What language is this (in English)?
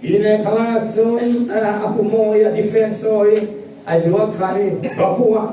Falam Chin